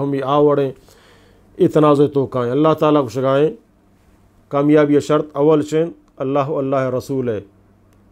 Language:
Eastern Balochi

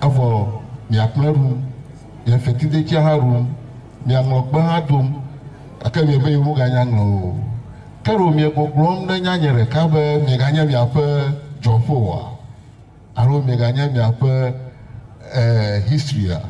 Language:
Ewe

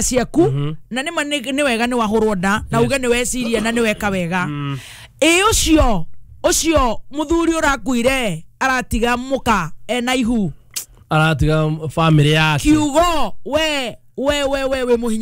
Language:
Kikuyu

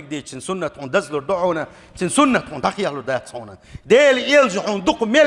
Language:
Chechen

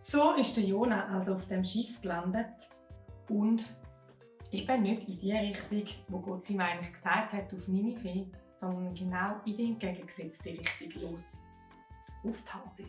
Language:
Swiss German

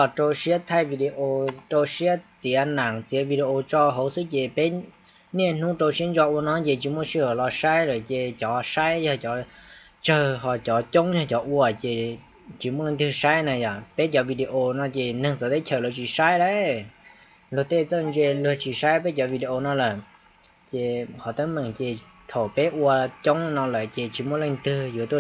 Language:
Hmong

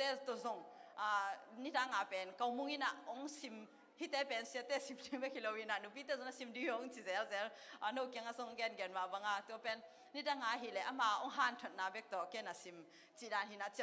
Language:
Tedim Chin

